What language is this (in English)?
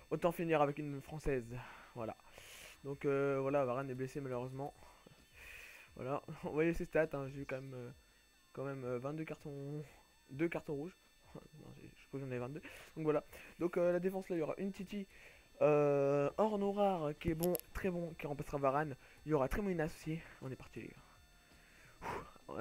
French